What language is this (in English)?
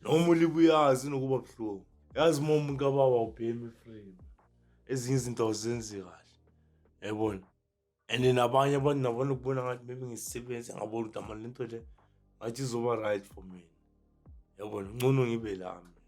Zulu